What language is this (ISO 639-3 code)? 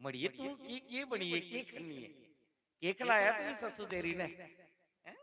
doi